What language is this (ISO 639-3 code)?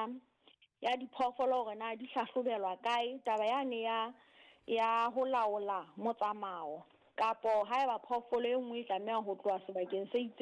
sot